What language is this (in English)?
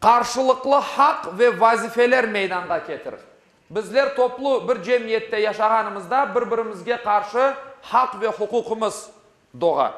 Crimean Tatar